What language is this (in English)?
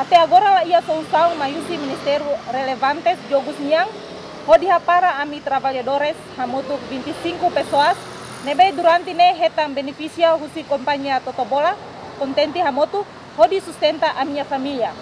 Tetum